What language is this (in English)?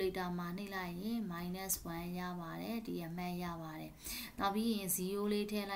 Burmese